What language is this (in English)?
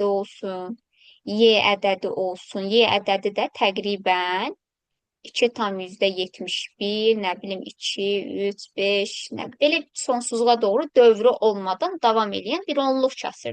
Azerbaijani